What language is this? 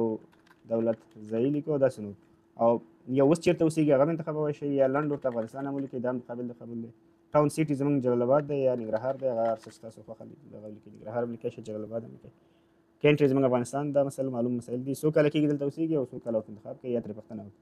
Pashto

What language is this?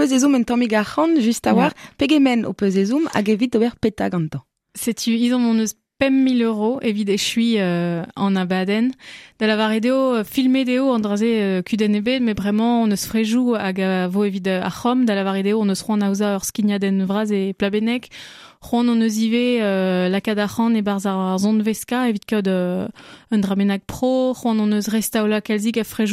Breton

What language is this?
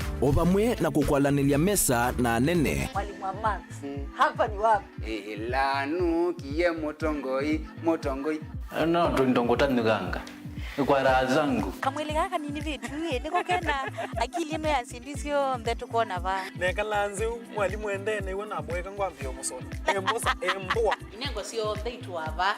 Kamba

